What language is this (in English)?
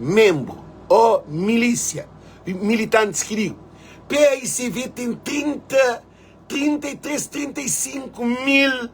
Kabuverdianu